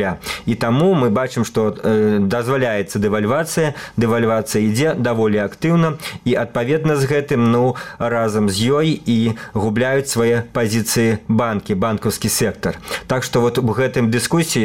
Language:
Belarusian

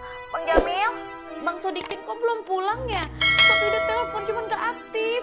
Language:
Betawi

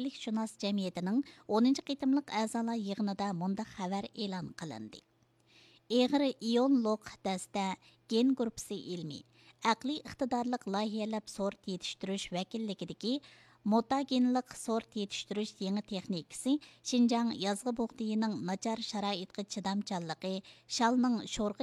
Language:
Uyghur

